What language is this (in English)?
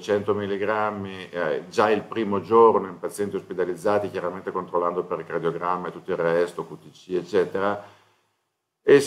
Italian